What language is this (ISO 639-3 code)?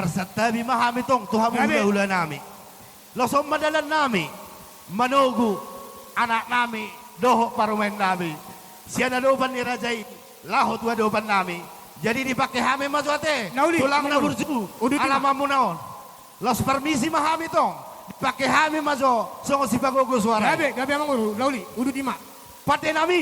bbc